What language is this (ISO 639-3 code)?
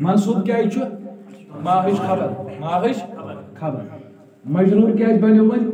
kas